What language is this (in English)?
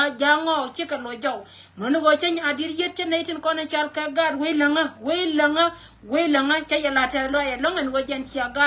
Nuer